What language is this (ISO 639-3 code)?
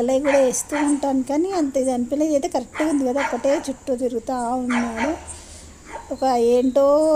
tel